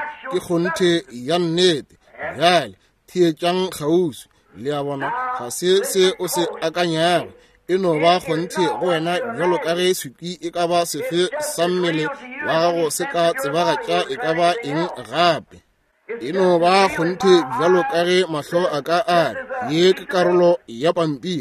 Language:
Northern Sotho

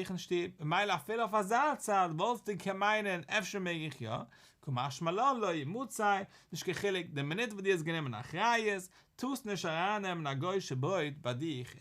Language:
Yiddish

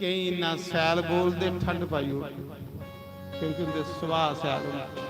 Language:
Dogri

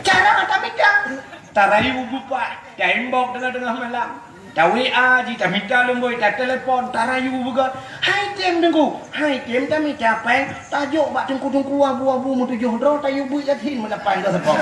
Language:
Achinese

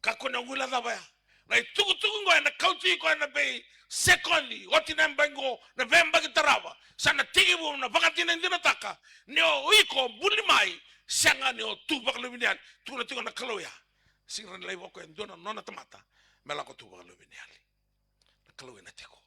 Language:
Fijian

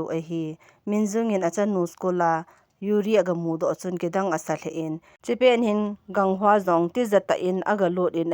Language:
Thado Chin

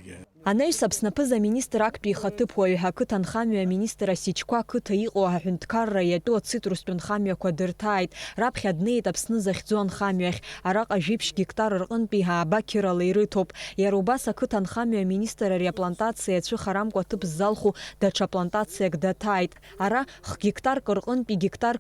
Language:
Abkhazian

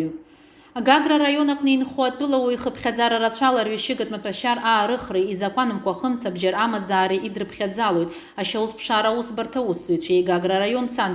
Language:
Abkhazian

